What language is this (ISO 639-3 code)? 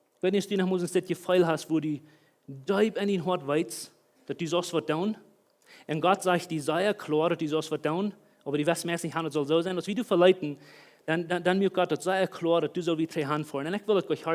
pdt